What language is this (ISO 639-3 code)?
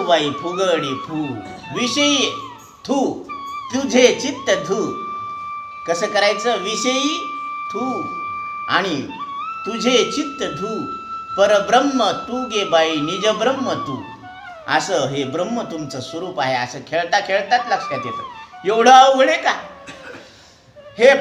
mar